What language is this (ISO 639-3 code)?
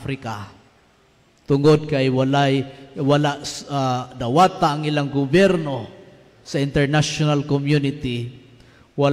ceb